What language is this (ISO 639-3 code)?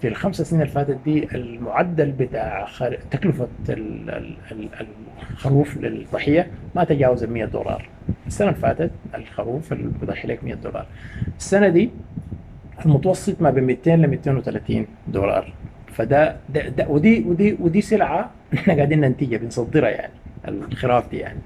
apd